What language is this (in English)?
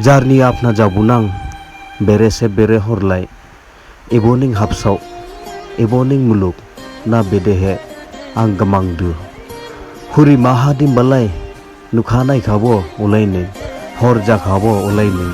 Dimasa